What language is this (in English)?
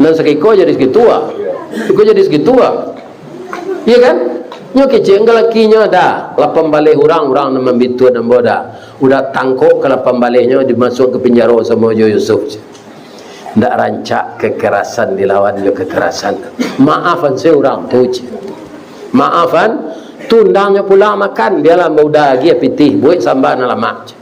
Minangkabau